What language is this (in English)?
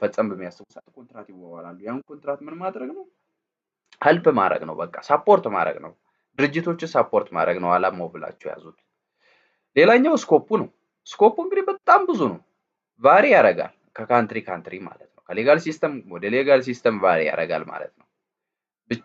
Amharic